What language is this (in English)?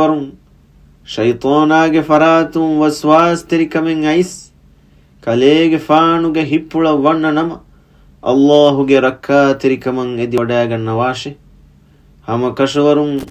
Divehi